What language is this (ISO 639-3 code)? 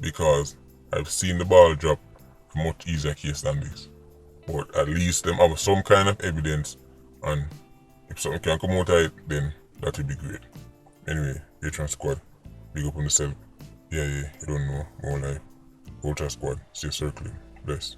jam